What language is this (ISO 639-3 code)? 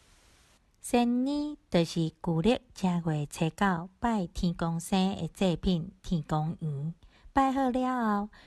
nan